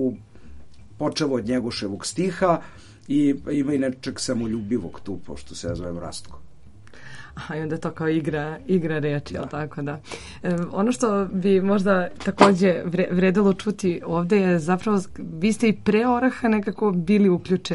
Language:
Serbian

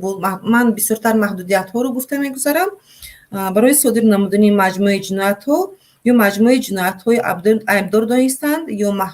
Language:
Tajik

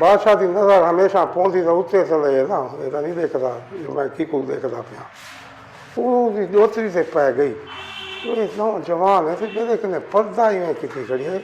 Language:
Saraiki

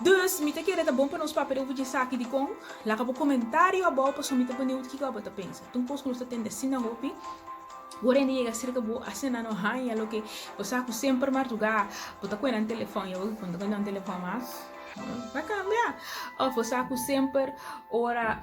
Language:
Papiamento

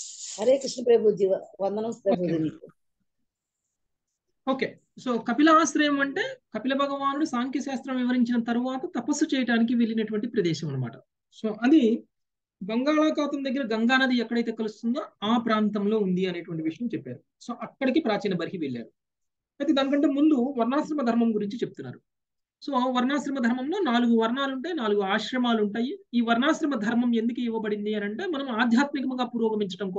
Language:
Telugu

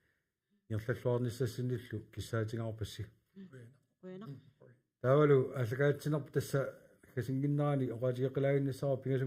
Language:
Kalaallisut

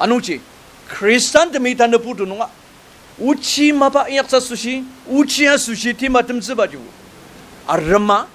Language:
Ao Naga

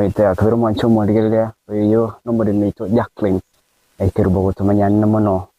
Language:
Gusii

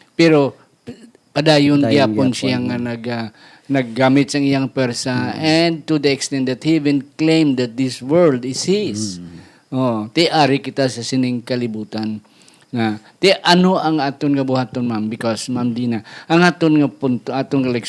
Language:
Hiligaynon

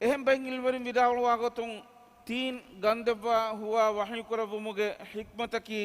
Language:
Divehi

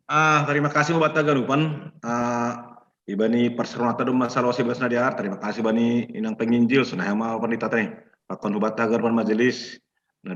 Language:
Batak Simalungun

